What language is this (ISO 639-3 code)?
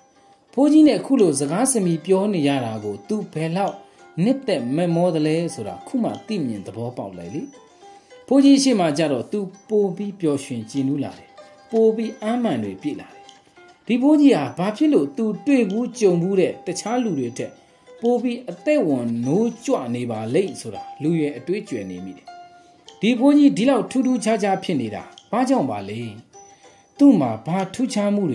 mya